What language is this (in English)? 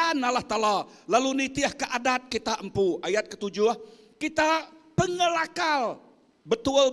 Iban